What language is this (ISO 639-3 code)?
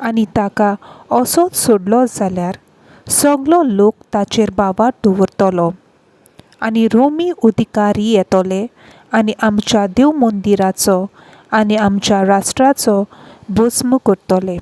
kok